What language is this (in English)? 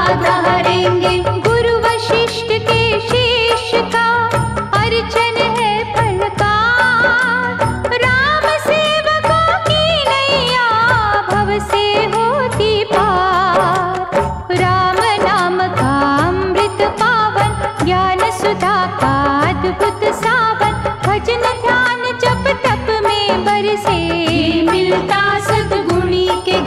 Hindi